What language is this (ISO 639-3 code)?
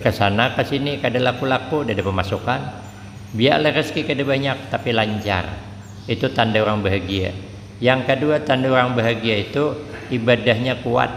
bjn